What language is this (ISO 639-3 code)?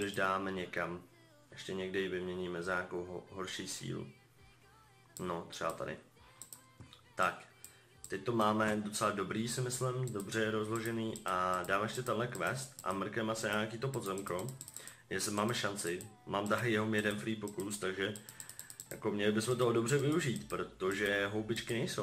ces